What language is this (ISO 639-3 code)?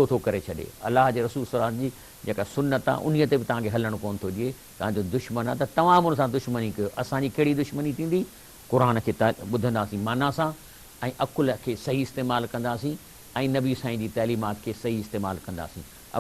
snd